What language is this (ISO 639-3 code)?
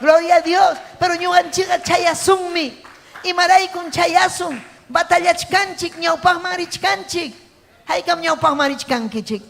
quy